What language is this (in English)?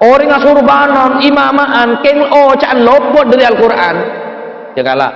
Madurese